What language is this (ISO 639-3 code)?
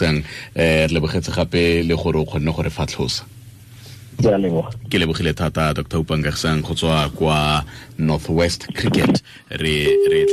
tsn